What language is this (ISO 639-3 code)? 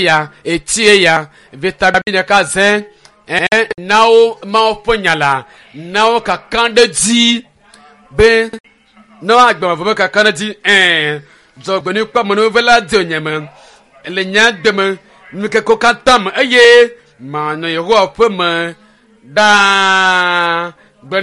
ewe